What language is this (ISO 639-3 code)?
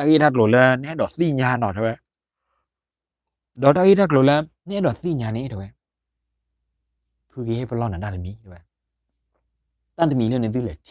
ksw